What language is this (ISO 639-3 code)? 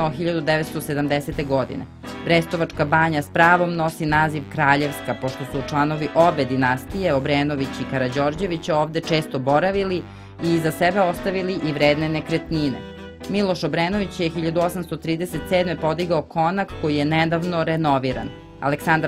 srp